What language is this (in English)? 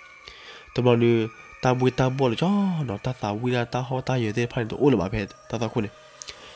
S'gaw Karen